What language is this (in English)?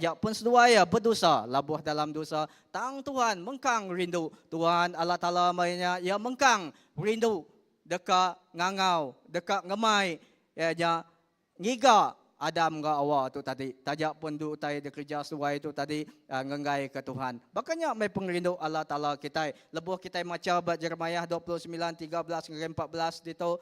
Iban